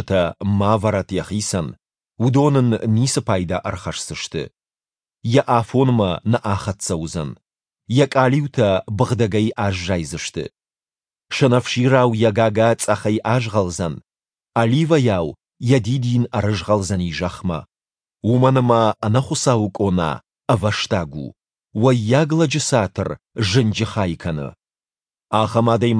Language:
Ossetic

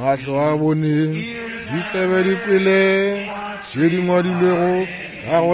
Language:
Northern Sotho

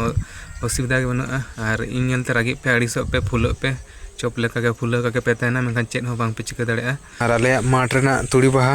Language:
Santali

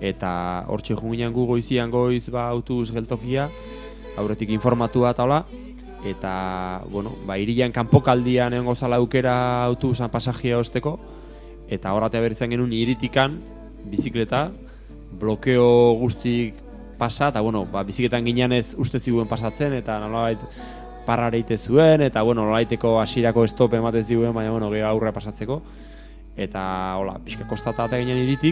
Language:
Basque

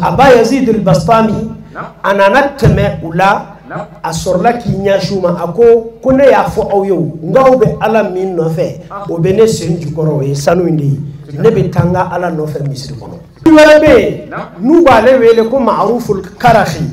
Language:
Bambara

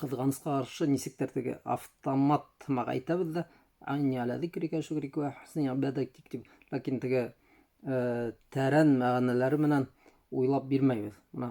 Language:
Bashkir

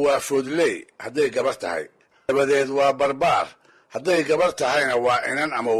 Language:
Somali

